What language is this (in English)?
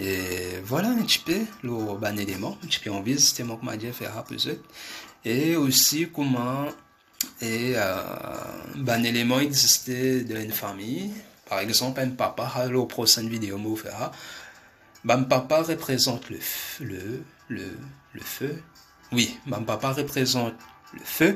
Morisyen